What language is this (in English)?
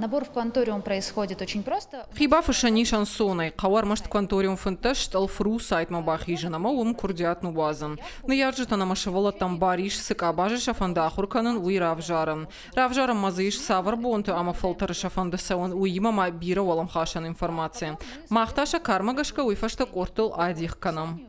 Ossetic